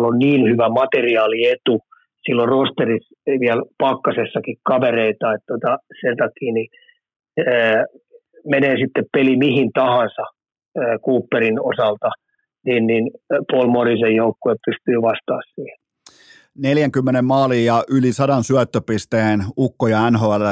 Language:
Finnish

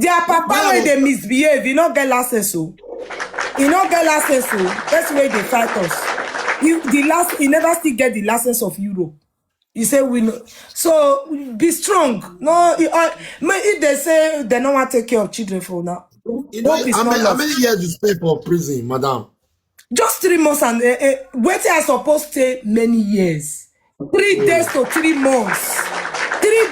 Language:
Nigerian Pidgin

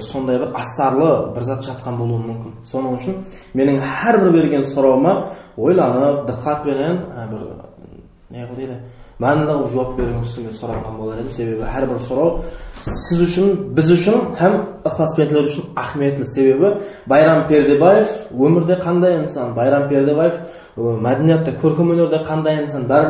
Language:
Kara-Kalpak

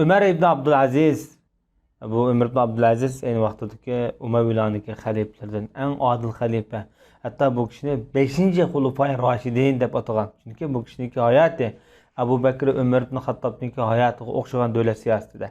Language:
Uyghur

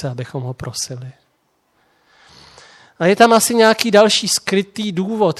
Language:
Czech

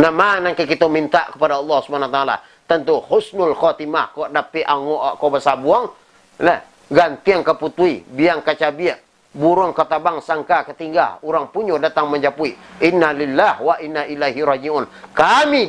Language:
Minangkabau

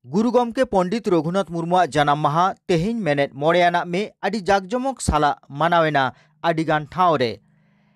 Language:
Santali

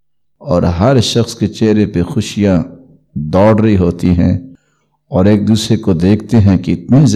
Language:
Urdu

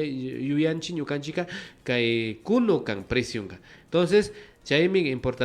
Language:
Imbabura Highland Quichua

